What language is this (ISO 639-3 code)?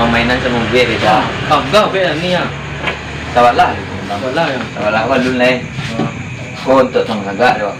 min